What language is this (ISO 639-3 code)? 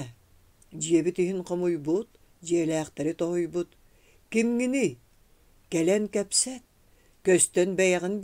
sah